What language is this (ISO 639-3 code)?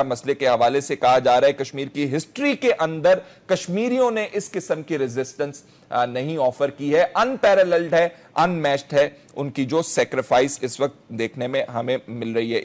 urd